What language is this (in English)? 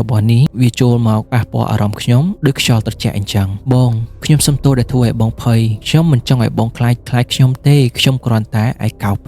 Khmer